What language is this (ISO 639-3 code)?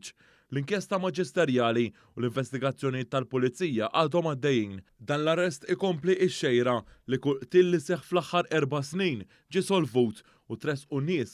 mlt